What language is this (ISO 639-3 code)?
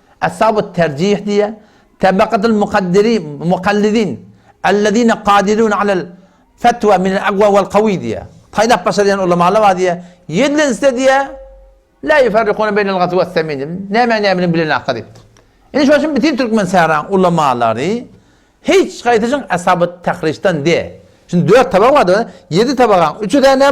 tuk